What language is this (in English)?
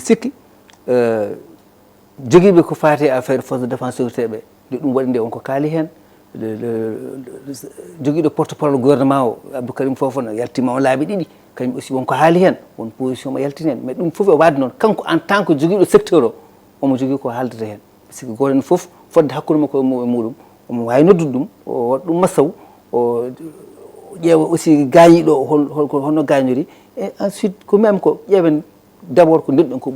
Fula